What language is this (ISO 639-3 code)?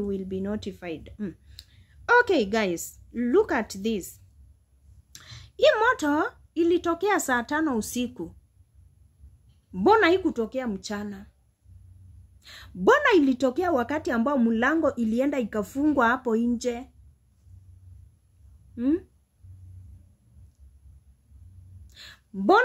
swa